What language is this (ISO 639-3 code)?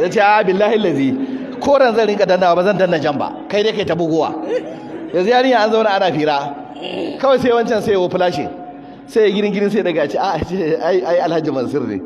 hau